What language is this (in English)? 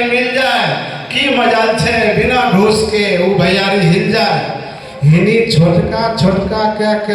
Angika